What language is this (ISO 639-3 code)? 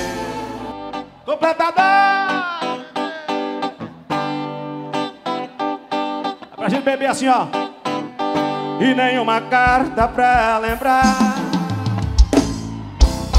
por